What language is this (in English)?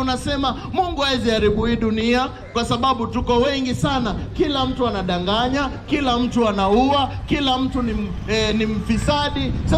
Swahili